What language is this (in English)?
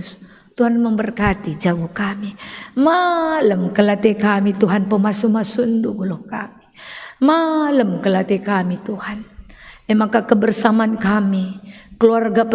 Batak Karo